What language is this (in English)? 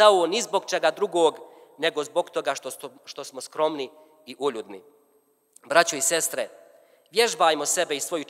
Bosnian